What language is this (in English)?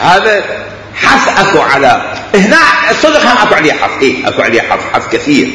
Mesopotamian Arabic